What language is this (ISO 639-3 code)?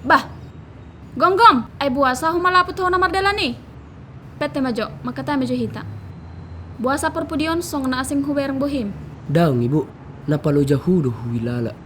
bbc